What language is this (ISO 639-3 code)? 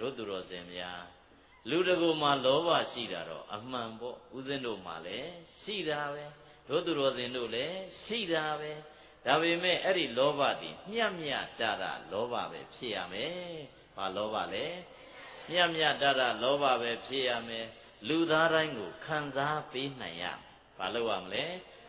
mya